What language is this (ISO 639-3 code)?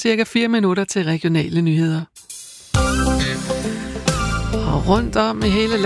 dan